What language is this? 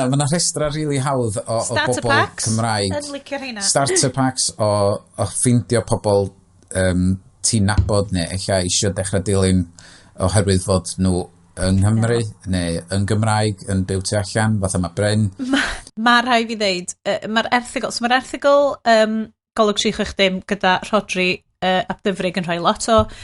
Welsh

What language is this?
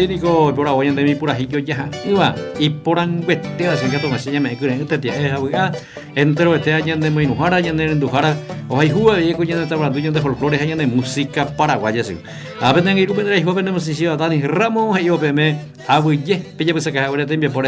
Guarani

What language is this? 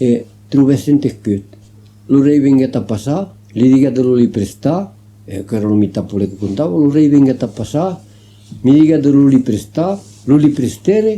Occitan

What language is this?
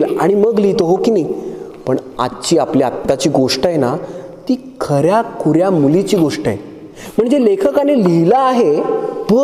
Marathi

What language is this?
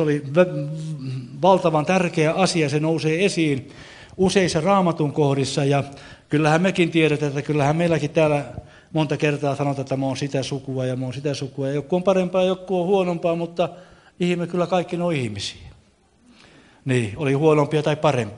Finnish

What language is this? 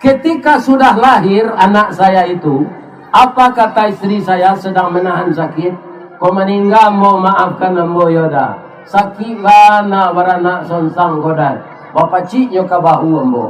Minangkabau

